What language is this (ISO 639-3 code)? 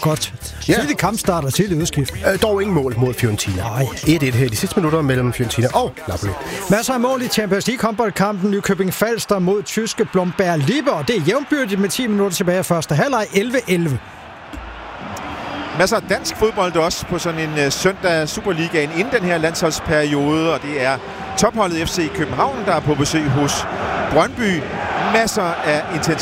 dan